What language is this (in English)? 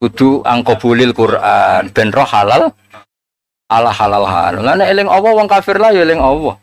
Javanese